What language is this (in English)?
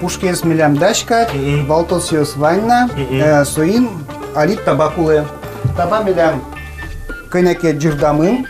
Udmurt